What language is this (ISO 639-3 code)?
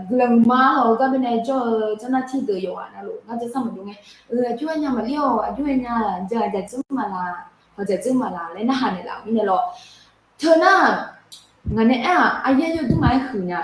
ahk